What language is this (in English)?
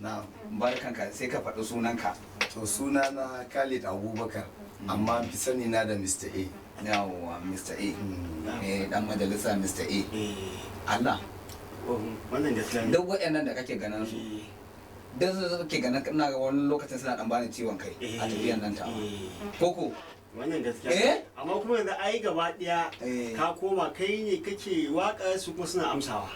Hausa